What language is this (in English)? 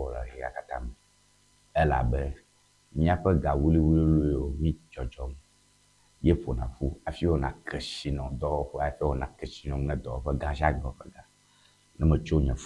Ewe